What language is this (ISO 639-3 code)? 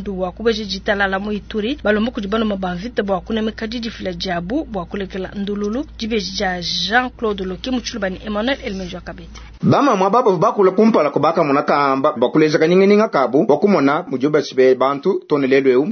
lua